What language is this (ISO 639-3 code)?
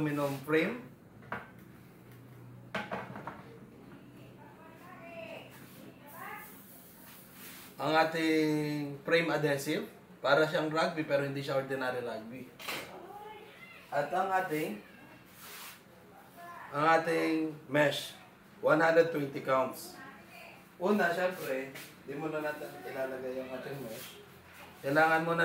fil